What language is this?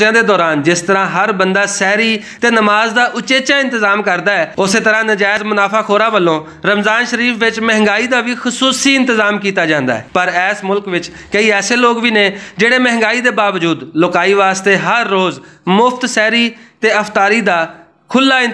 Western Panjabi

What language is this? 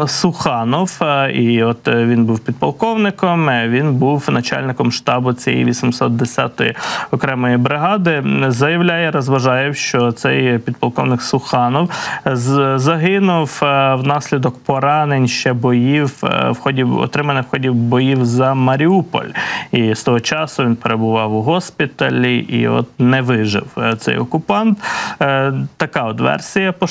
Ukrainian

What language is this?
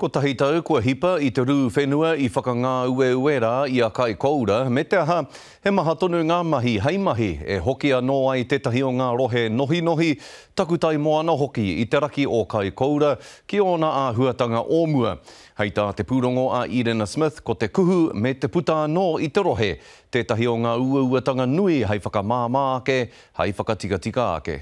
Māori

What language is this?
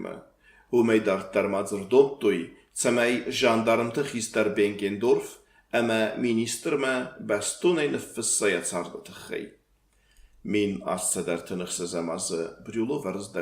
Ossetic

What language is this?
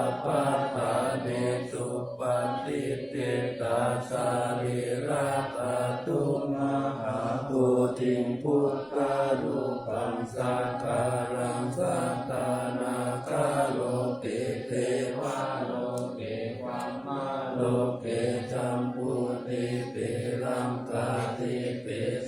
Pali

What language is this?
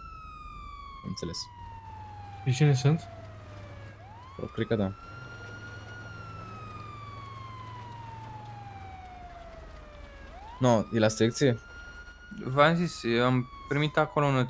Romanian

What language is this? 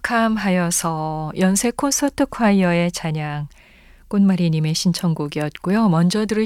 Korean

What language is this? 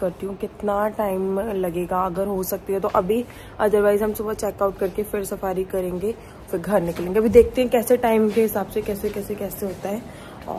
Hindi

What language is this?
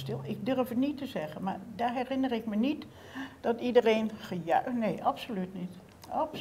Dutch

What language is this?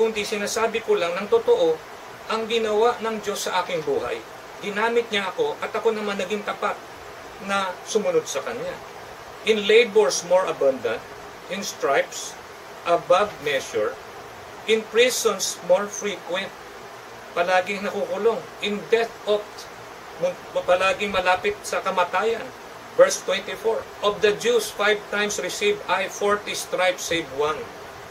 Filipino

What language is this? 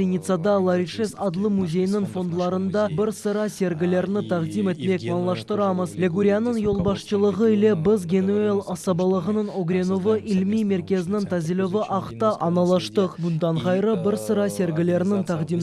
Crimean Tatar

